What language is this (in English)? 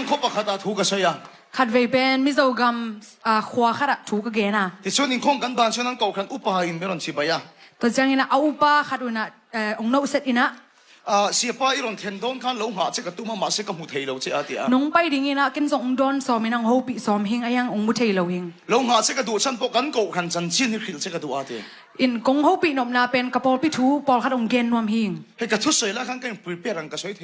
Tedim Chin